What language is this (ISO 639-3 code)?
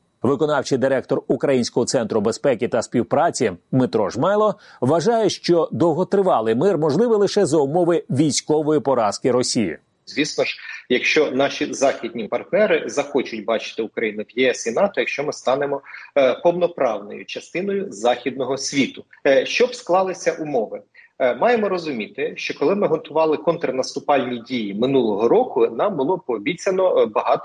ukr